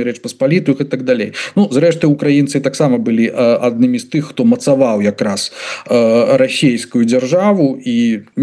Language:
Belarusian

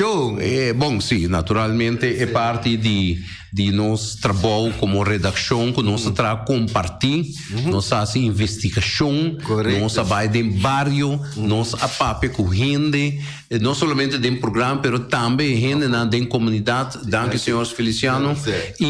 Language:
Papiamento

